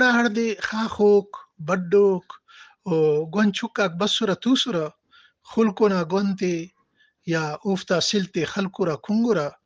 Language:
Brahui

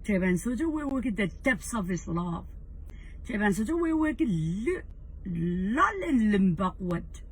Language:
Pohnpeian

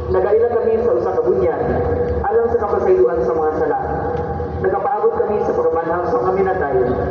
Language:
Cebuano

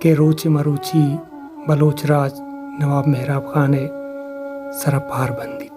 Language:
Baluchi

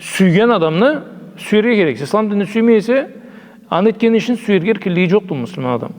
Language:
Karachay-Balkar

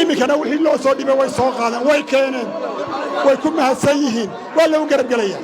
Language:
Somali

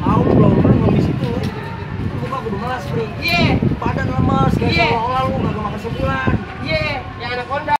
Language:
Betawi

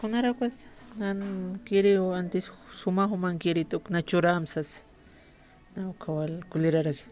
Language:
Aymara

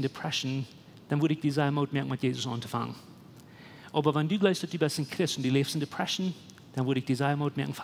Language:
Plautdietsch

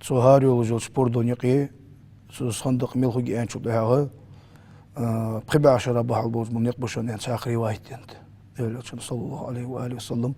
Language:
Ingush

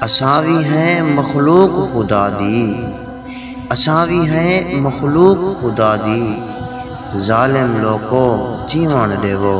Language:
Saraiki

